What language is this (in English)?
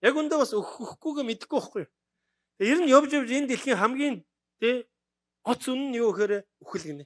Mongolian